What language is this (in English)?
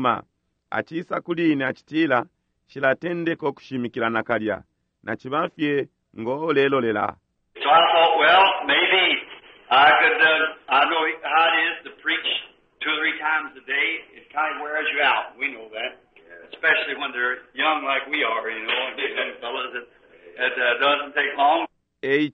Bemba